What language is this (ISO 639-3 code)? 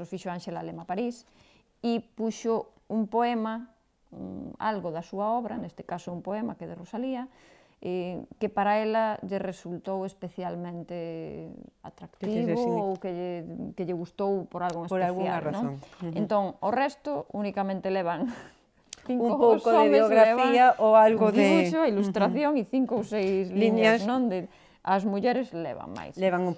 glg